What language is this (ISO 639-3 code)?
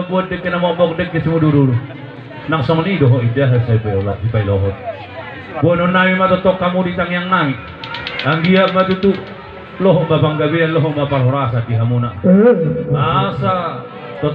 bbc